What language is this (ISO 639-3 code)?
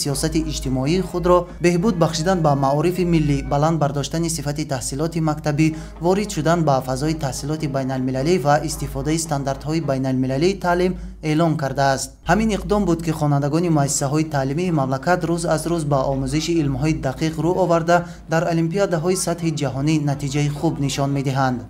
tgk